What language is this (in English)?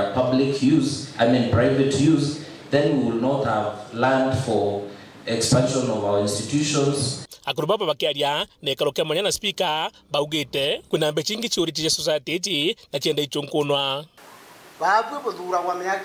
Meru